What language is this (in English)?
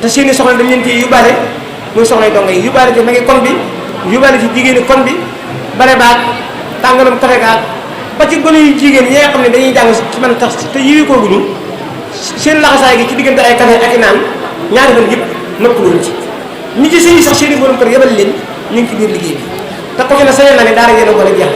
Wolof